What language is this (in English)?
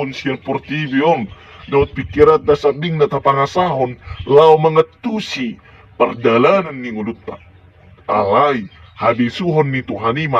Batak Toba